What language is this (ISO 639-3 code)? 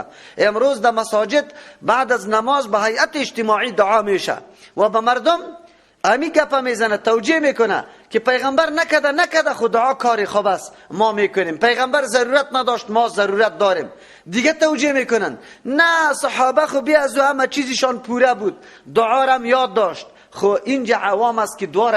fas